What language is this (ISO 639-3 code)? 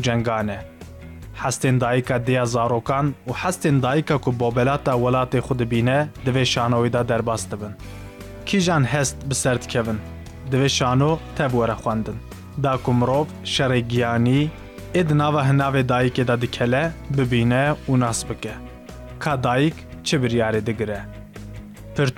kur